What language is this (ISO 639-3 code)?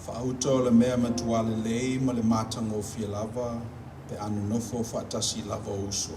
smo